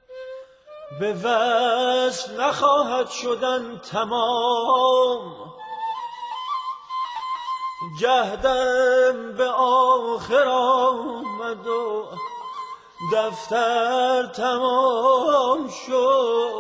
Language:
Persian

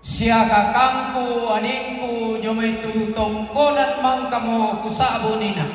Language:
Toraja-Sa'dan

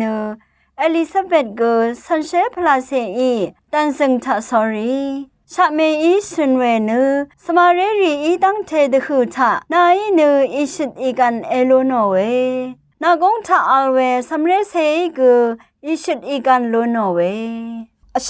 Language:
Rawang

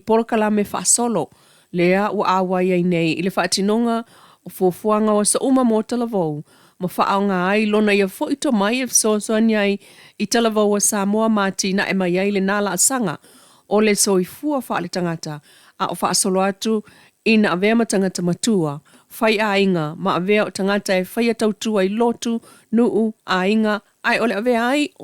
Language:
Samoan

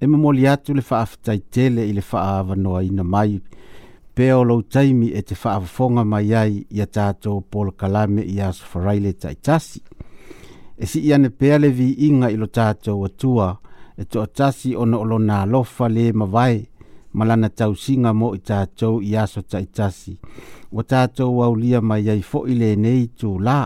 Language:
Samoan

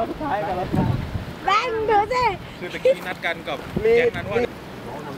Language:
Thai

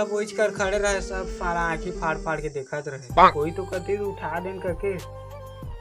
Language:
Chhattisgarhi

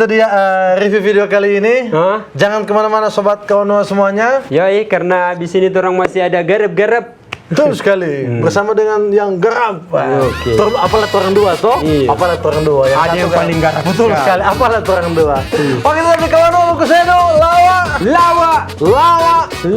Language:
Manado Malay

